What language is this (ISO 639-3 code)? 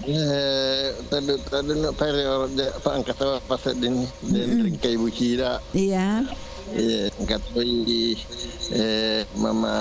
bug